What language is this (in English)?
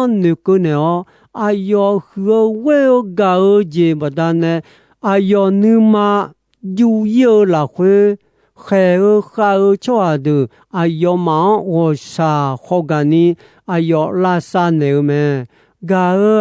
Akha